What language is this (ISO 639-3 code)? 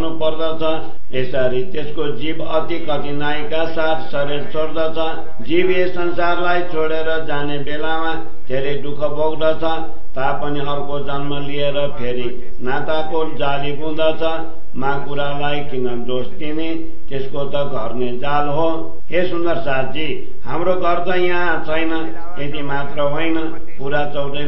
nep